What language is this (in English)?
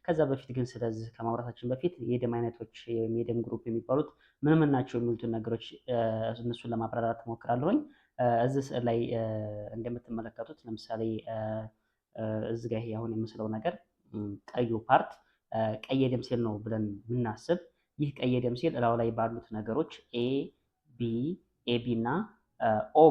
Amharic